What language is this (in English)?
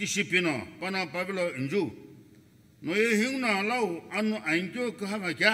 Sumi Naga